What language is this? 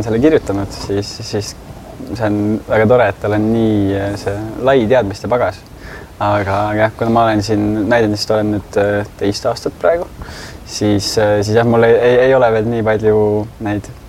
Estonian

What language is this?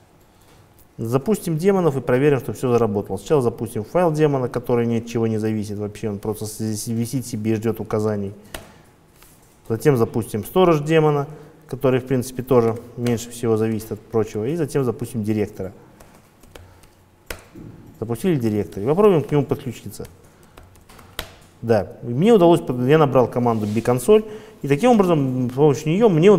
Russian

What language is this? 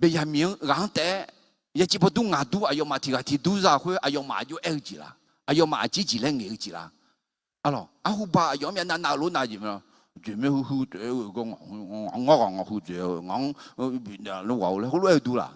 Akha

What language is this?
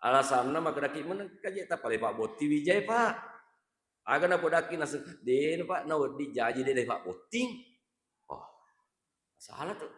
Buginese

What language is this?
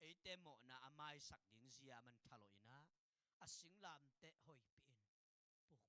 Tedim Chin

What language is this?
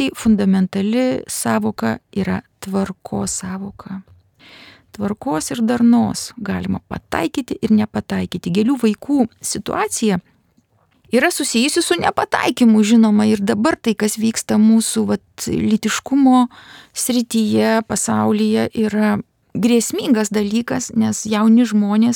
Lithuanian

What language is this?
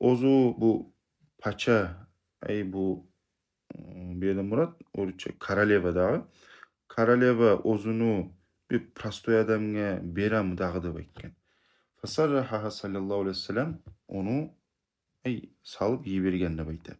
Kumyk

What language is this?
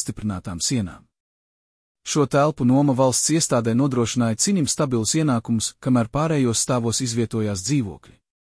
Latvian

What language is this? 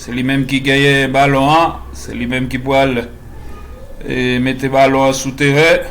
Haitian Creole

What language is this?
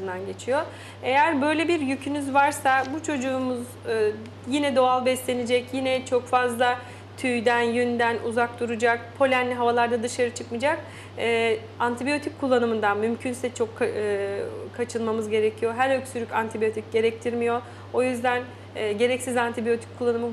Turkish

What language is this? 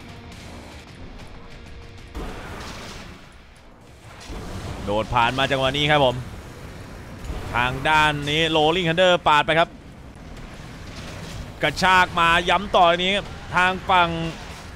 Thai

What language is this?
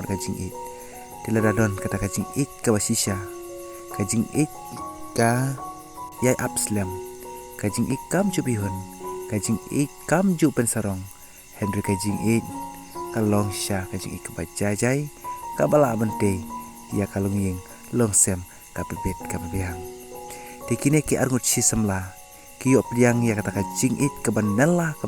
Khasi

